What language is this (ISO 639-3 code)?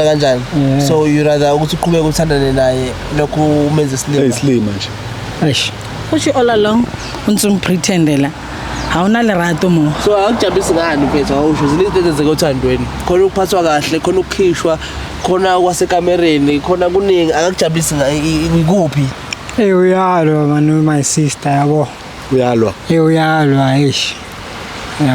zul